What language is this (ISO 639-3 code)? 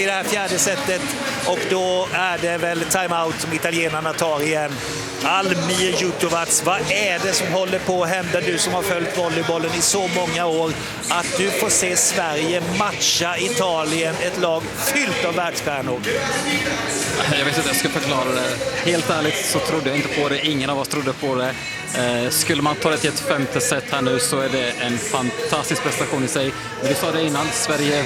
swe